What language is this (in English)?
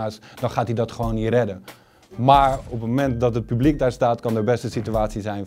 Dutch